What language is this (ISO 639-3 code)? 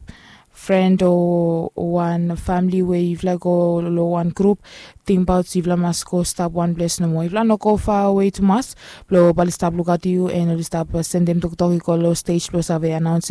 bis